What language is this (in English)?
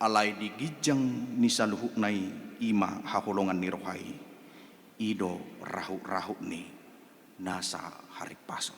Batak Toba